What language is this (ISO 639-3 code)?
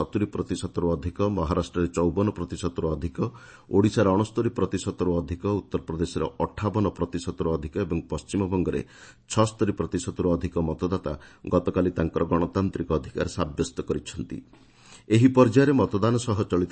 ori